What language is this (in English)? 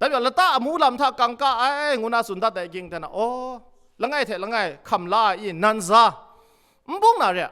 Kachin